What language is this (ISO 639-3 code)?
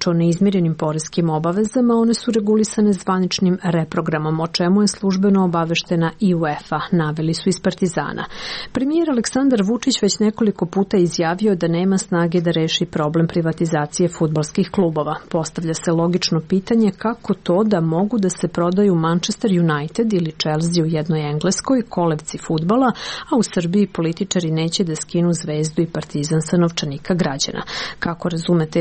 srp